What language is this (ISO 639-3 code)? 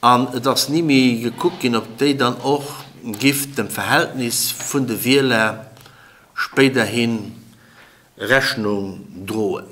ltz